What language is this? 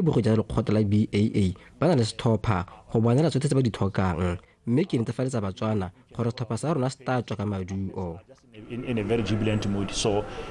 Tswana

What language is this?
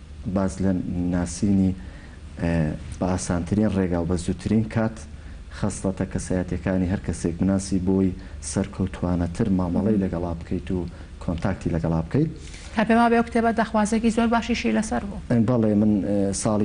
Central Kurdish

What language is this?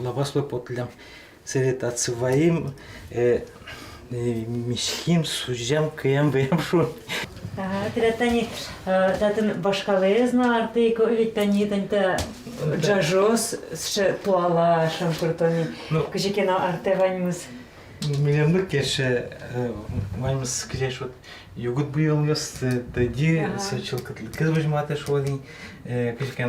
Udmurt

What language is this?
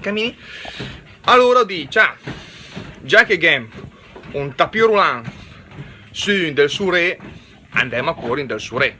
Lombard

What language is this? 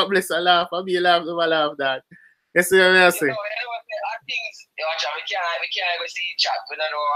Jamaican Creole English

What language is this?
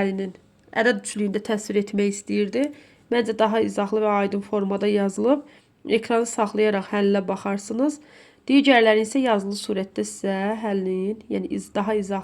Azerbaijani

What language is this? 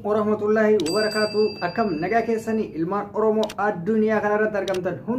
Oromo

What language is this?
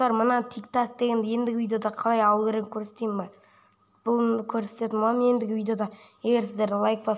Kazakh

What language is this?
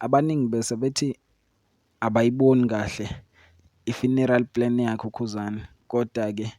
Zulu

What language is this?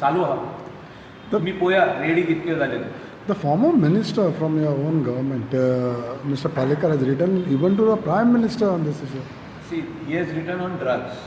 Konkani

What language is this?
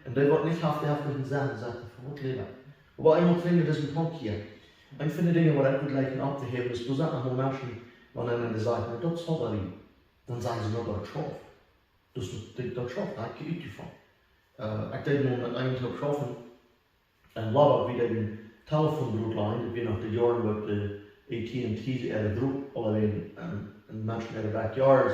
Plautdietsch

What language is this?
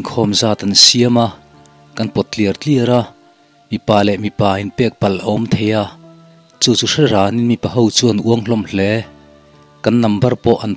Mizo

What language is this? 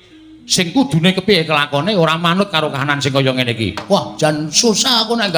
Javanese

